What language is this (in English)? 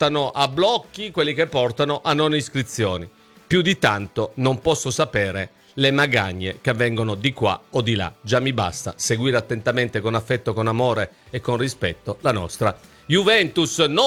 Italian